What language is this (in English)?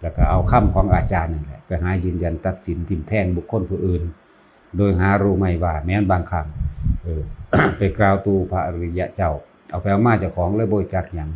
Lao